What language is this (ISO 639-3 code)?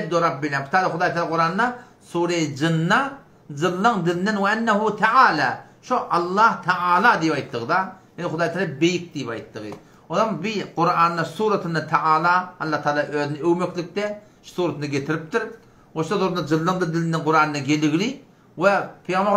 tuk